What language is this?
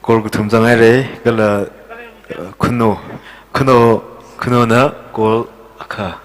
Tangkhul Naga (India)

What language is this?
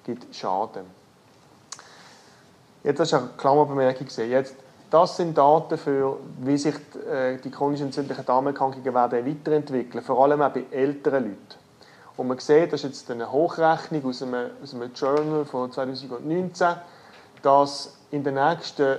German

